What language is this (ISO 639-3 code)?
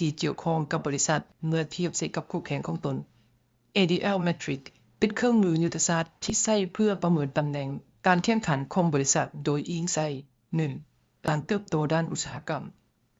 lao